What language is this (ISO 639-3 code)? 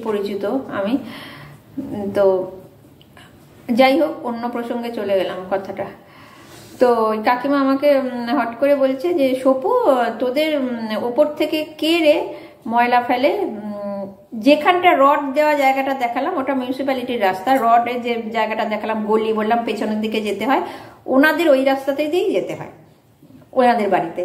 ben